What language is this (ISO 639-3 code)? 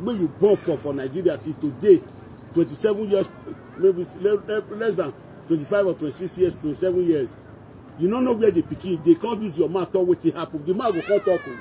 pcm